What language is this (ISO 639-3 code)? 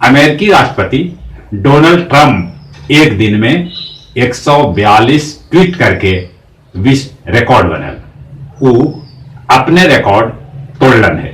mag